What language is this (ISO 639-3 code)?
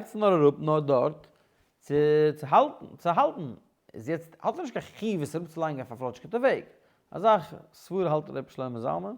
yid